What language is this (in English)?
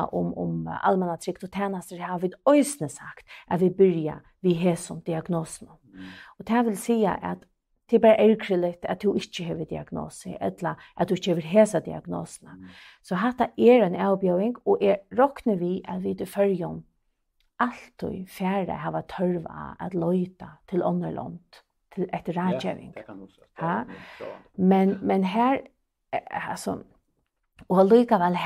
Faroese